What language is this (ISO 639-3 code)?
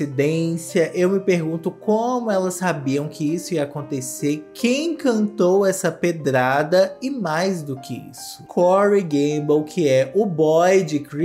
por